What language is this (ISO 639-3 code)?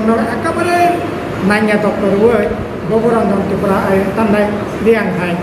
ria